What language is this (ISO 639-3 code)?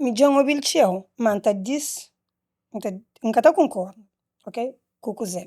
kea